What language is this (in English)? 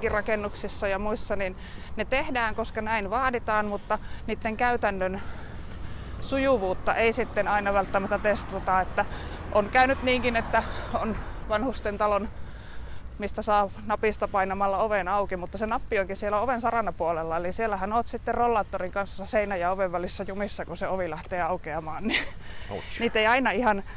Finnish